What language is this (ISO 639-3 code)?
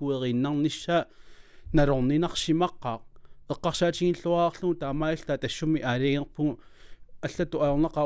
kal